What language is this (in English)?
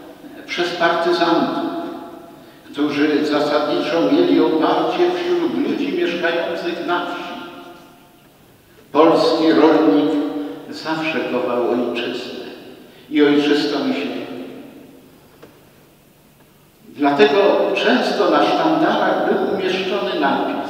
Polish